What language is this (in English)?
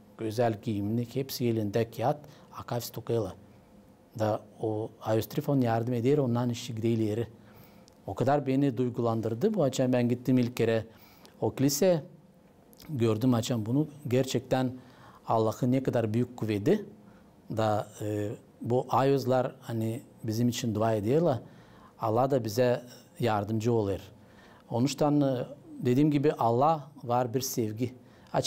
Gagauz